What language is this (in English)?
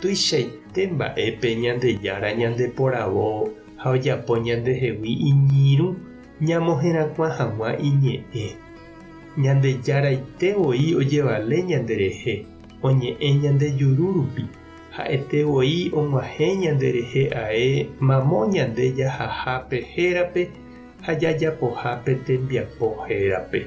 Guarani